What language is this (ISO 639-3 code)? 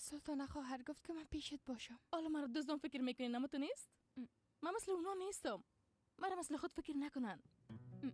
fas